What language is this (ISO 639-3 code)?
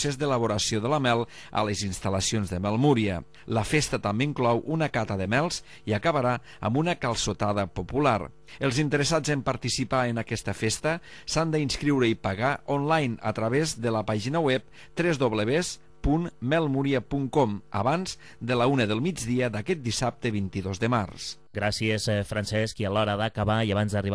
cat